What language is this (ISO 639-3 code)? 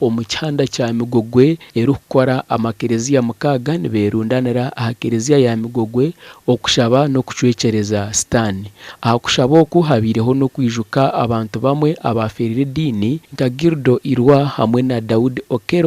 nyn